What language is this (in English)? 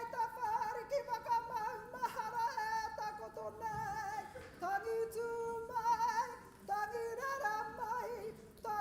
Māori